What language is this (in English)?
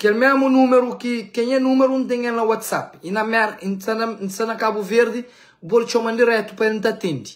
Kabuverdianu